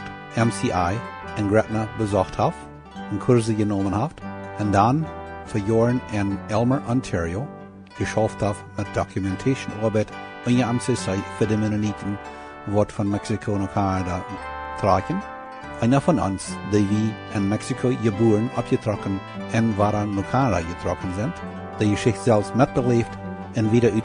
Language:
Plautdietsch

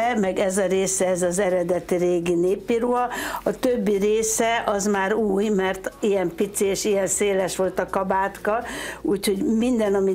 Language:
Hungarian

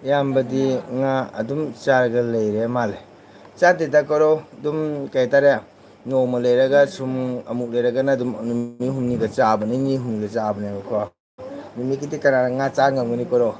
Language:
Manipuri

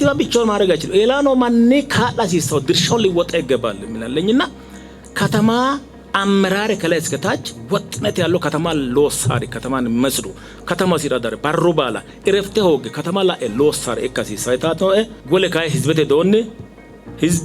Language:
Sidamo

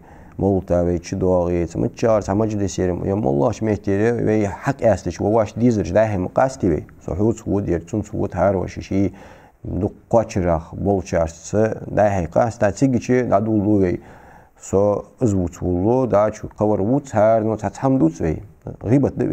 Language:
Ingush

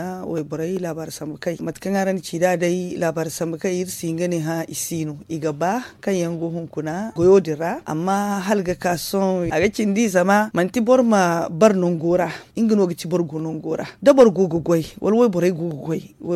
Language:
Zarma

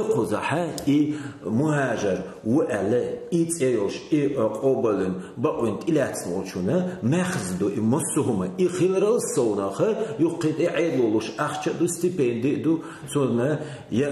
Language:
Chechen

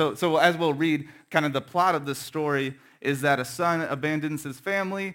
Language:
English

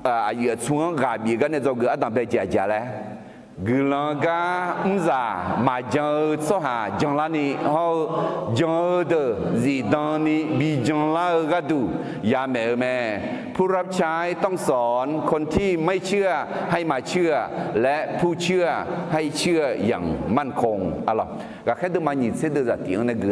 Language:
Akha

